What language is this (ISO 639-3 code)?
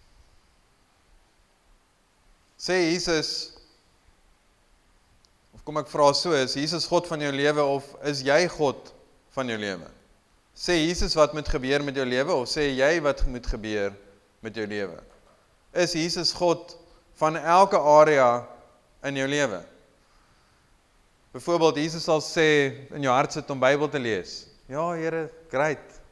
afr